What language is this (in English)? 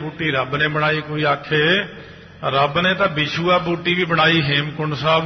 Punjabi